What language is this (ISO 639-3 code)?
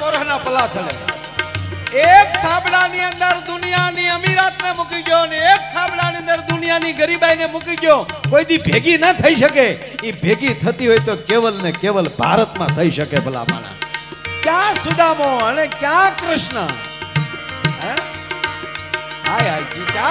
guj